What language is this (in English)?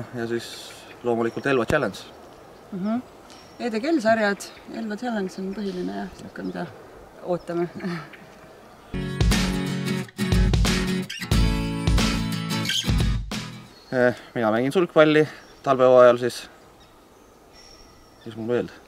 Estonian